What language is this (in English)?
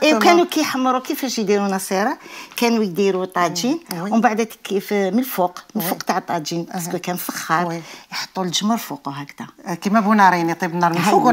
Algerian Arabic